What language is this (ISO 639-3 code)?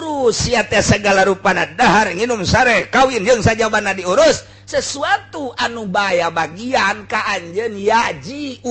sun